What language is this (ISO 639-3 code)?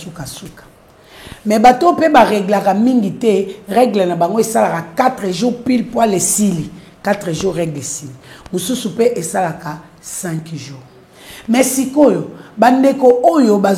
lin